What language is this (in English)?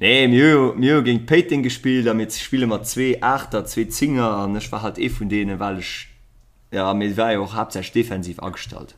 Luxembourgish